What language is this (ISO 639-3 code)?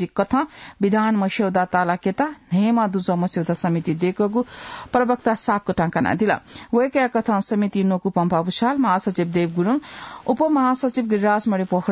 new